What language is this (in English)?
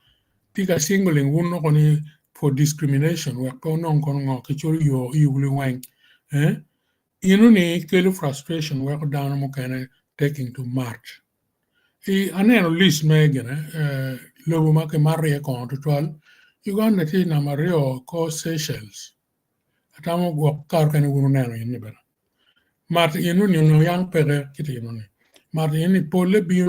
Acoli